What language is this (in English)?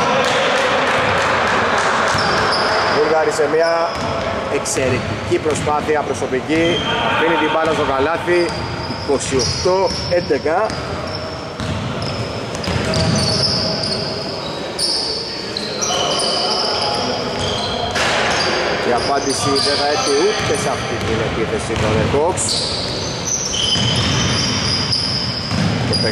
Greek